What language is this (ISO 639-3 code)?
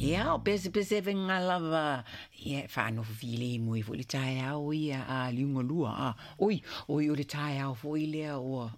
smo